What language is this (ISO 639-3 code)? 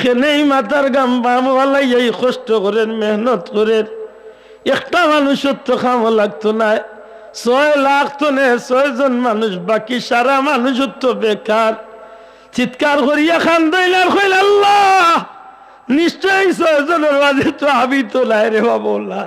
syl